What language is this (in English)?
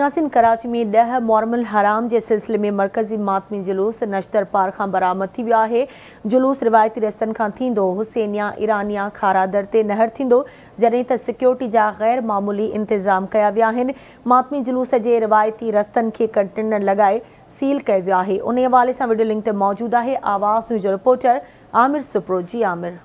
Sindhi